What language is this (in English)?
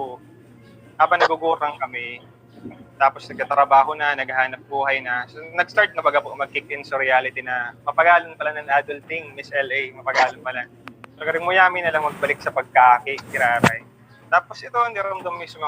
Bikol